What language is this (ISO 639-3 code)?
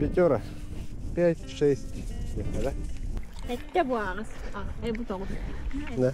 sah